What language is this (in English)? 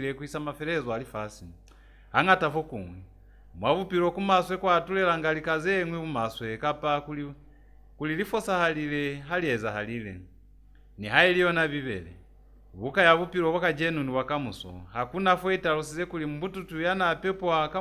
Lozi